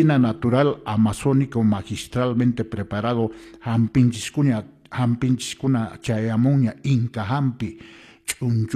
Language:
Quechua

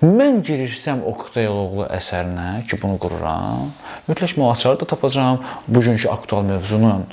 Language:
Azerbaijani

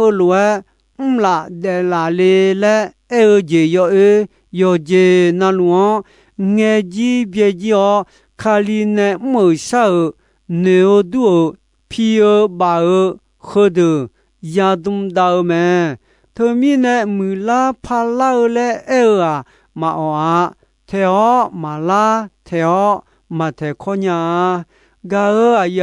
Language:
Akha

